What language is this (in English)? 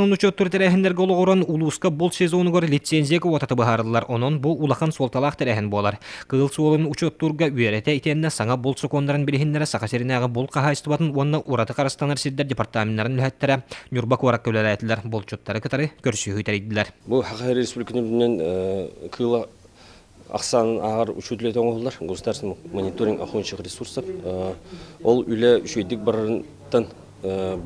Yakut